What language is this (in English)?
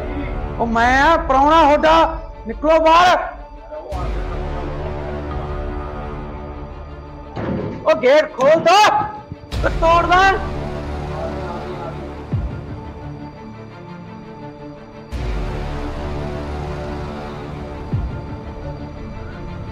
Punjabi